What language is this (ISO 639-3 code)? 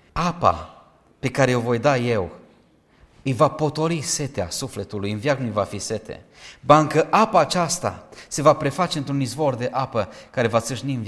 ron